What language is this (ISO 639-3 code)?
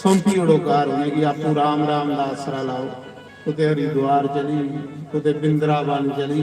doi